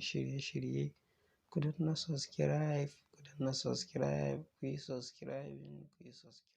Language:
Hausa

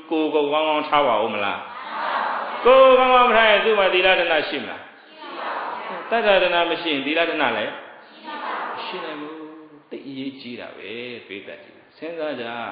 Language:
Burmese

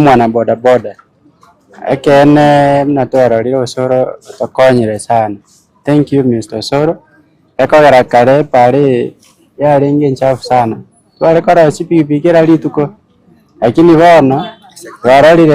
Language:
Gusii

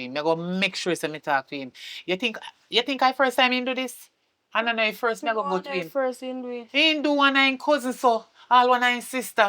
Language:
Jamaican Creole English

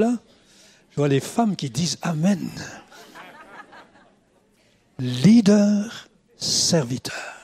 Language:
French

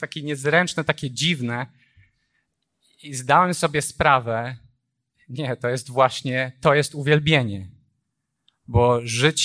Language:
Polish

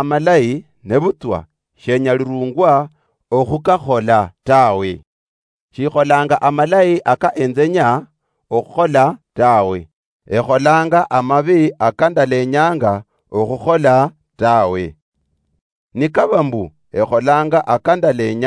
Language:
Luyia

